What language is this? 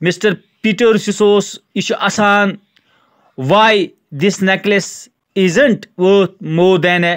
Kashmiri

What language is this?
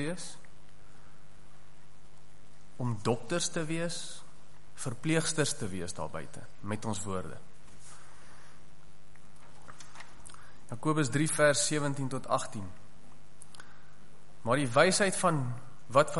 Afrikaans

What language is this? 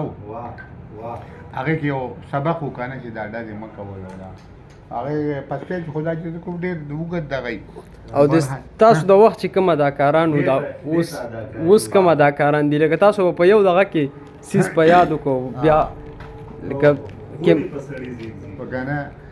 Pashto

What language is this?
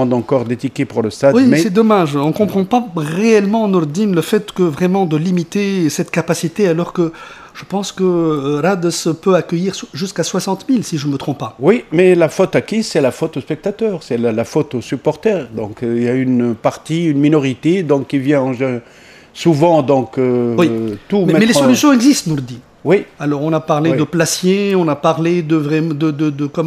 French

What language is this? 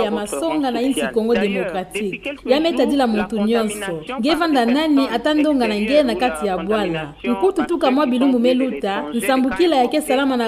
Kituba (Democratic Republic of Congo)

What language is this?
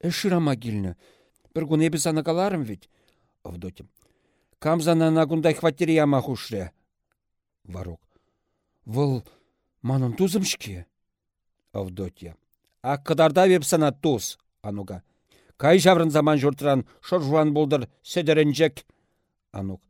Chuvash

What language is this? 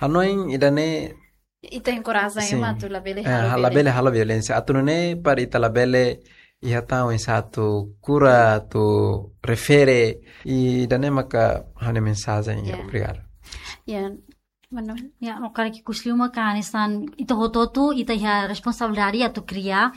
Tetum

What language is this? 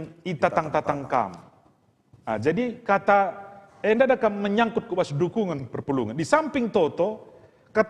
Batak Karo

